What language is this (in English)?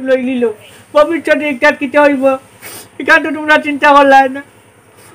Sylheti